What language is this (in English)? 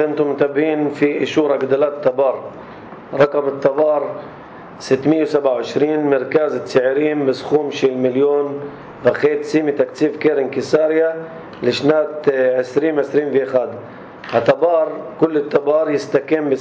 North Levantine Arabic